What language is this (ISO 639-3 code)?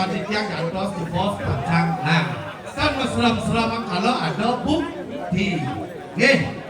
ban